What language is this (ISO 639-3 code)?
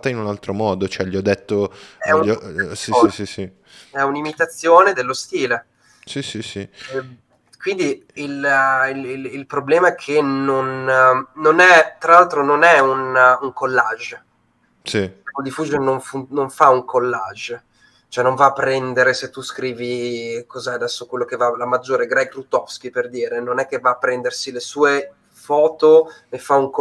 ita